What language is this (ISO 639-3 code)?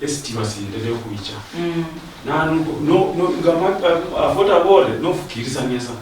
luy